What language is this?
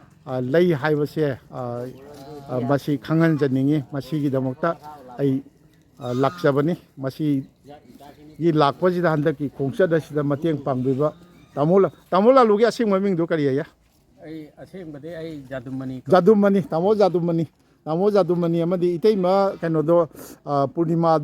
Manipuri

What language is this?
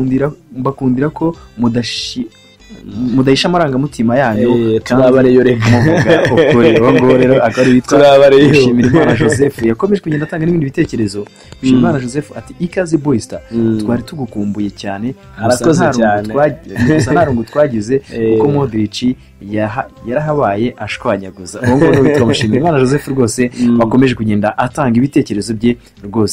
Kinyarwanda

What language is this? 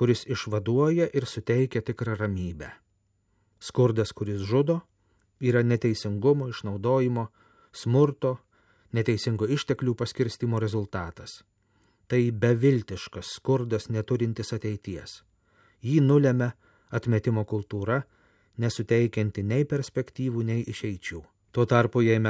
Lithuanian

